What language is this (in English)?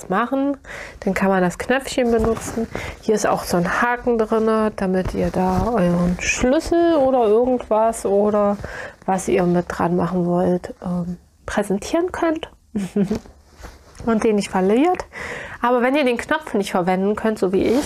German